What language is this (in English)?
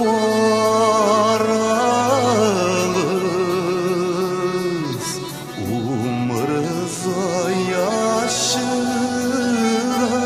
Bashkir